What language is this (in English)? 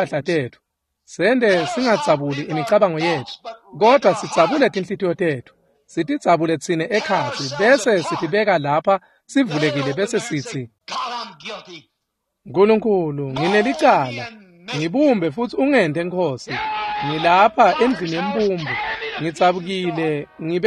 Swati